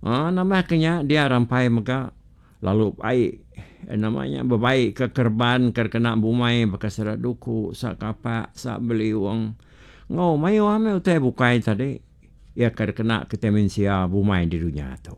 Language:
Iban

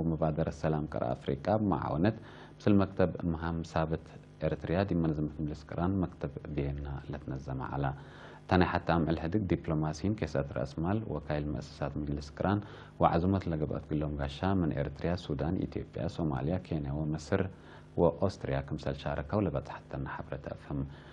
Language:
Tigre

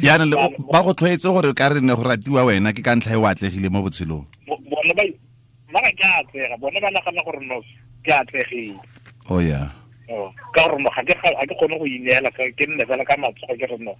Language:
Tswana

